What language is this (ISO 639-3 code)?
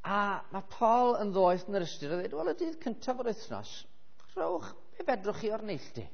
cym